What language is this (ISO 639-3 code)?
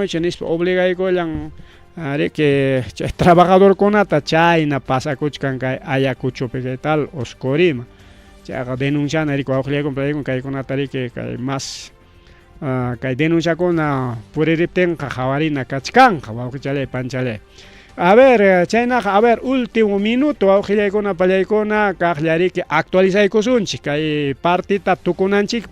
quy